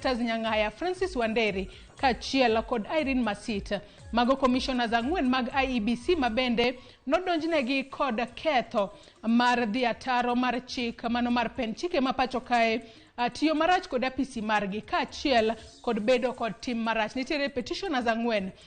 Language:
Luo (Kenya and Tanzania)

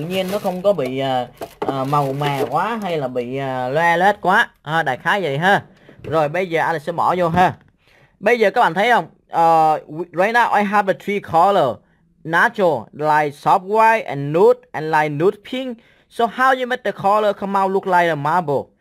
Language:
Vietnamese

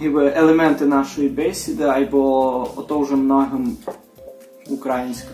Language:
Rusyn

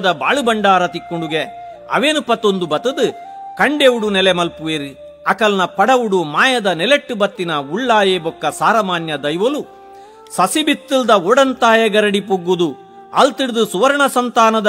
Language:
Tulu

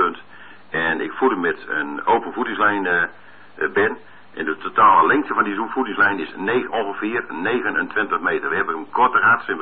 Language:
Dutch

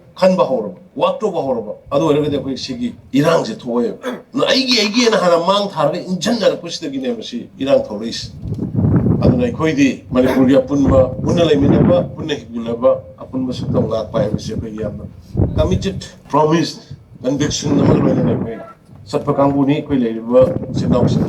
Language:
Manipuri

